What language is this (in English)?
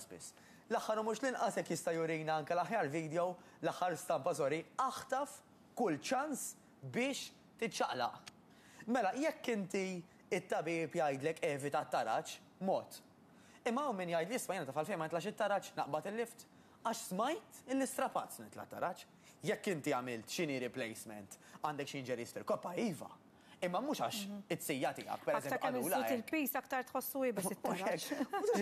Maltese